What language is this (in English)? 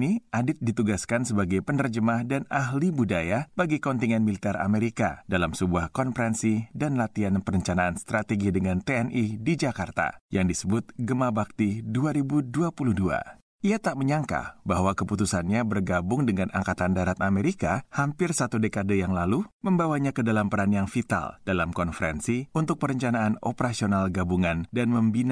Indonesian